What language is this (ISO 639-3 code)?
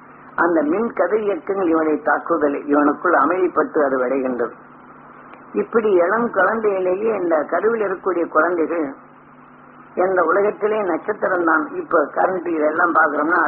tam